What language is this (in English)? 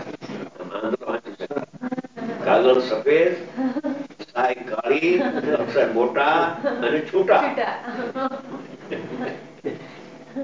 Gujarati